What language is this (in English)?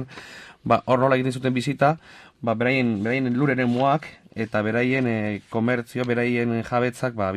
Basque